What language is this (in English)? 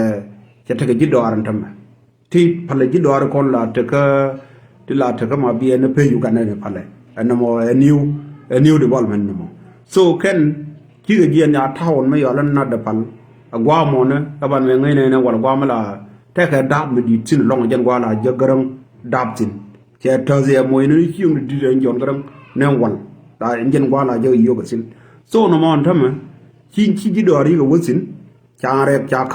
Nuer